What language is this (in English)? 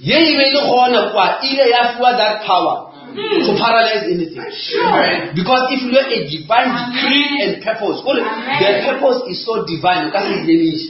Northern Sotho